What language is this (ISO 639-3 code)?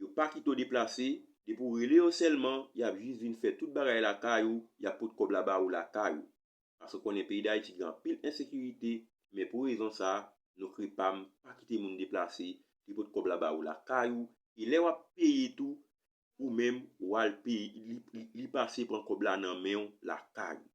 hat